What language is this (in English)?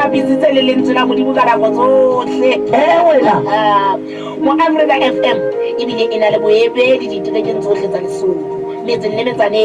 Southern Sotho